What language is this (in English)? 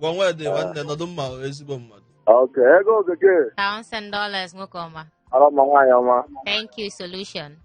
Igbo